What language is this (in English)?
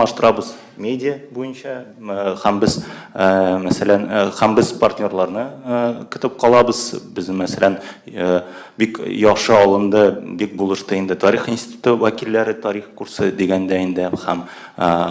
Tatar